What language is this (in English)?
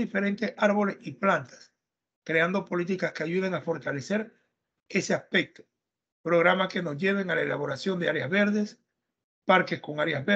Spanish